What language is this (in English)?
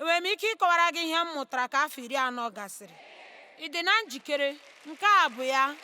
Igbo